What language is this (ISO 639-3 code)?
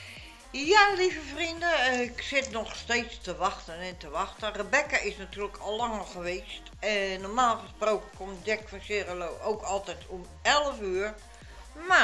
nld